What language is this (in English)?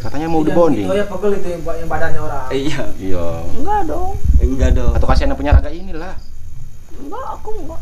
Betawi